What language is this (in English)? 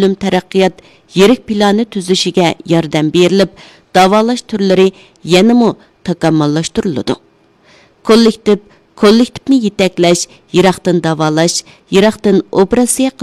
Uyghur